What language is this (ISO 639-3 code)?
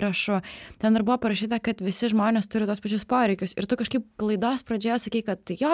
lit